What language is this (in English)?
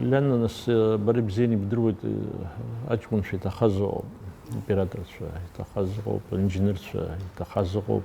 Abkhazian